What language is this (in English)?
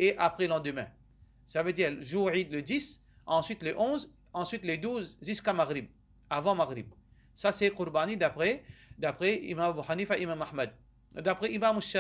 Morisyen